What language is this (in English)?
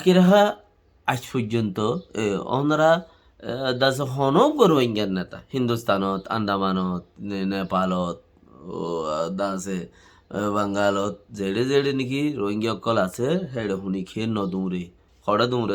Rohingya